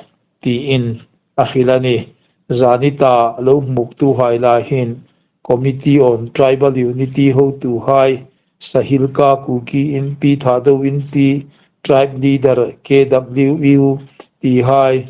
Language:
Hmar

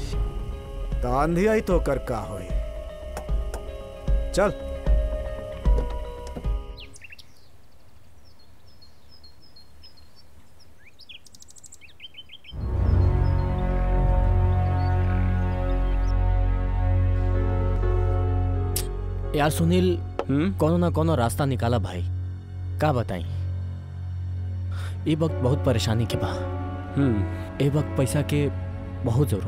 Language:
Bhojpuri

